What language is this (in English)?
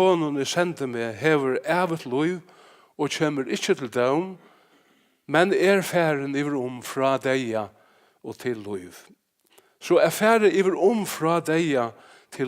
Faroese